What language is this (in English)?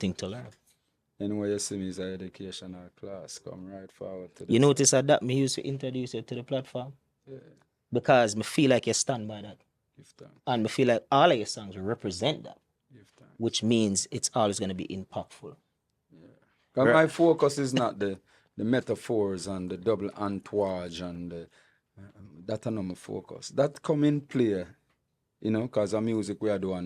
Jamaican Creole English